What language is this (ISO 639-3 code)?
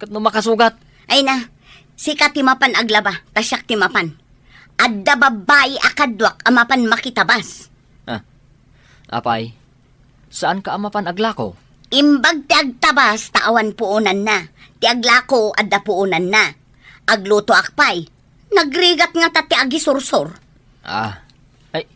ilo